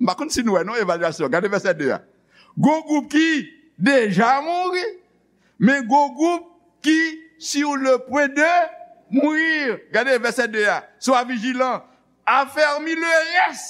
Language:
Haitian Creole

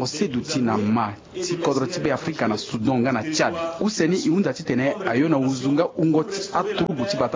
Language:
Sango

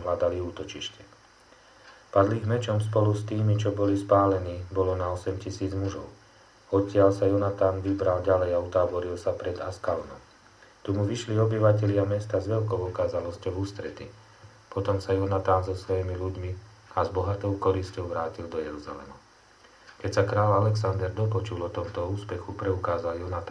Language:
Slovak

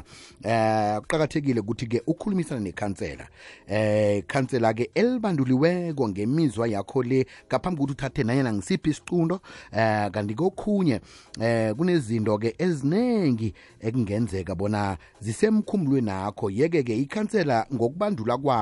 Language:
South Ndebele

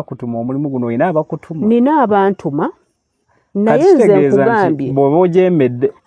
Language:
Ganda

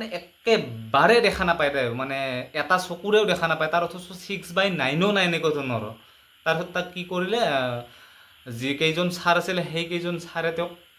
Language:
Assamese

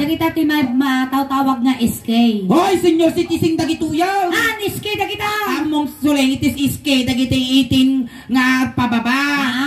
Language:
Iloko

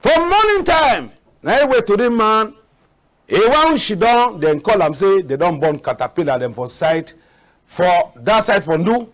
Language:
Cameroon Pidgin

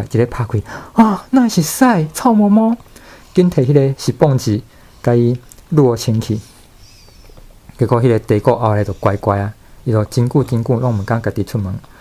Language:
Min Nan Chinese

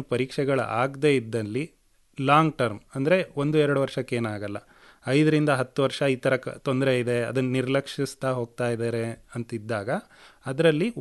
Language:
Kannada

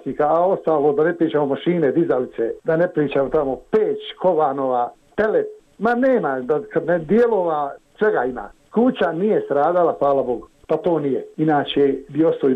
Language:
Bosnian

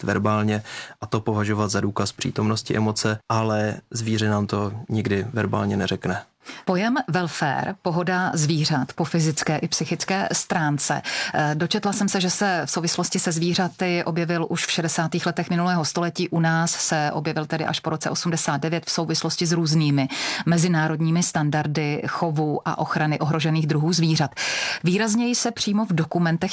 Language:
Czech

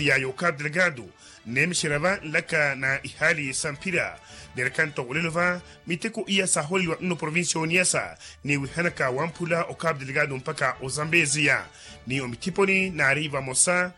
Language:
Makhuwa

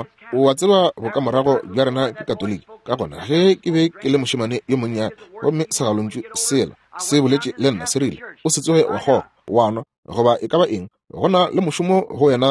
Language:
Northern Sotho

